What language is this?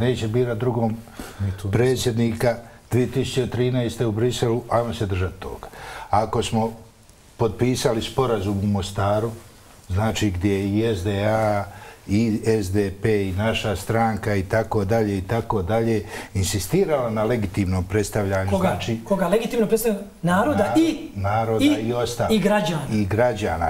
Bosnian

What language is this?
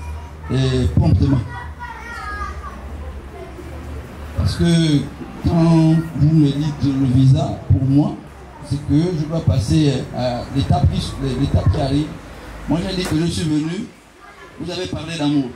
French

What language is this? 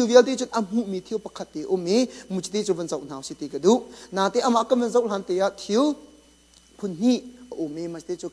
Hakha Chin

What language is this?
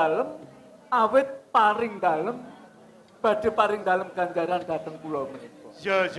Javanese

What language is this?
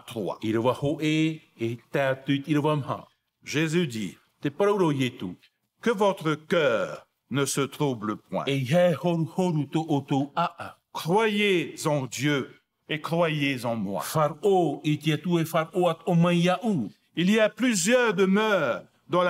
Tahitian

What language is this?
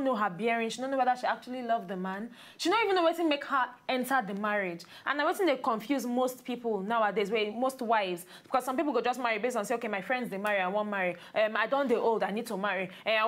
Nigerian Pidgin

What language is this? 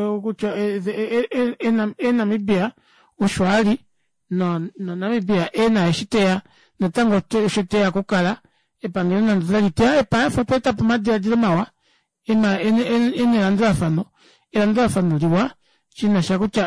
Kuanyama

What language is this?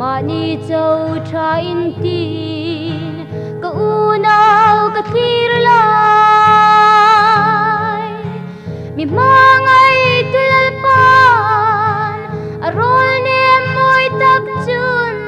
Hmar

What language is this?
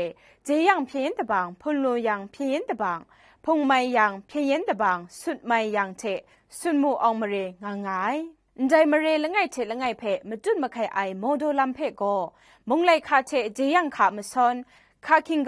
Kachin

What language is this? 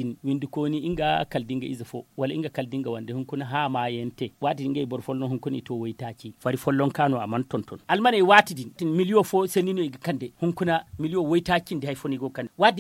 Zarma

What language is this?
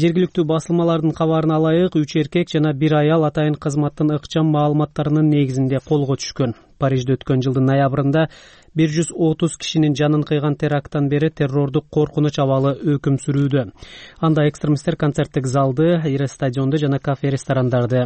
Kyrgyz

